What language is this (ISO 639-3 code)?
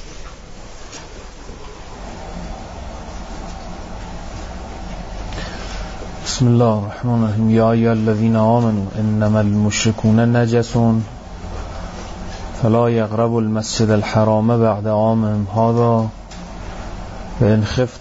fas